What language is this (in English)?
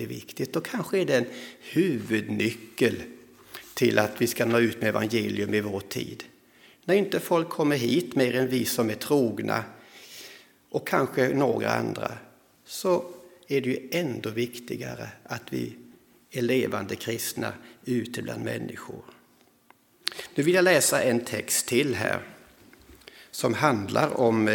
Swedish